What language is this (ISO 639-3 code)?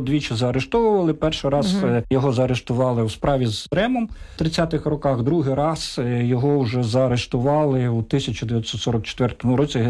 ukr